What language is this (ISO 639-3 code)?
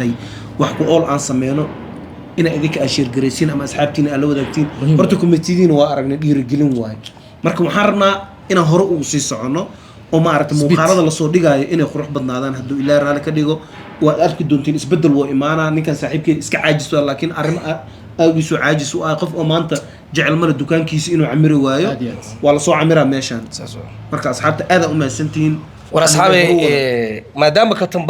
som